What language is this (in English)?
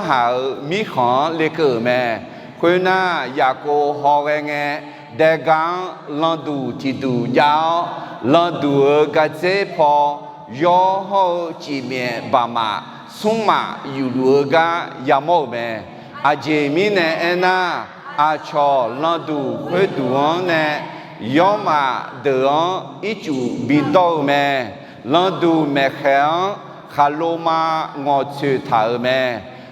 Akha